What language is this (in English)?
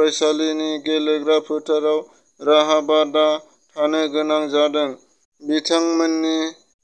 Bodo